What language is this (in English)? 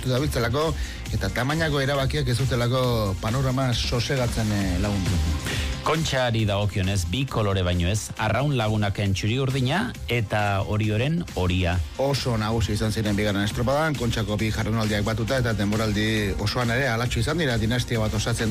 Basque